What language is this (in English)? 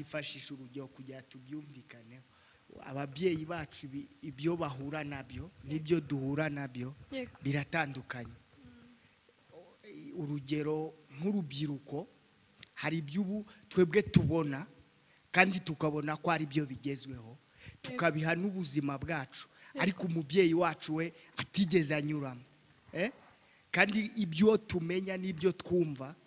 Kinyarwanda